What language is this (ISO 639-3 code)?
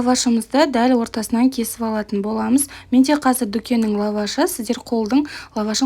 kaz